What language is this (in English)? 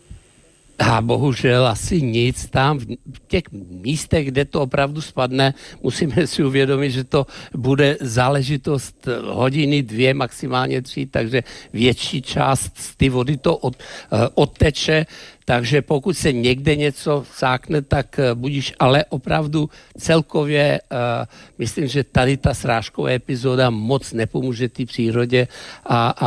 Czech